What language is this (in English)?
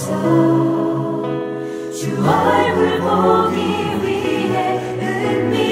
Korean